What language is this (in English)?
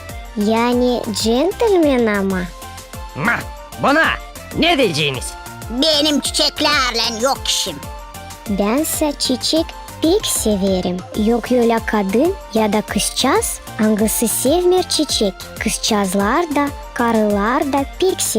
Gagauz